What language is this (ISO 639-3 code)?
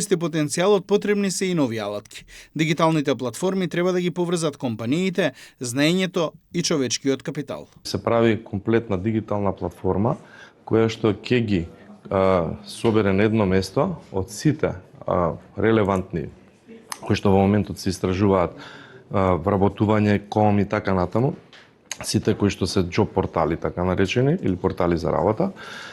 mkd